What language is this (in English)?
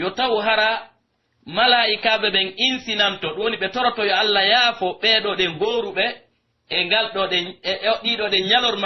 Pular